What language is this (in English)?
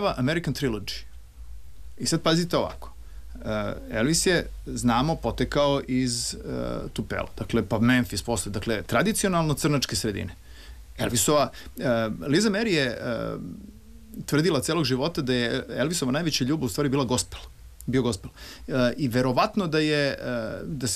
Serbian